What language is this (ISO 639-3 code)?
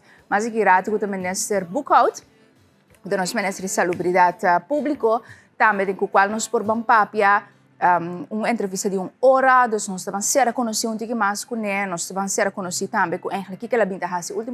pap